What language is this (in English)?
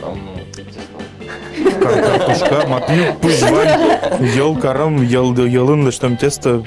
Udmurt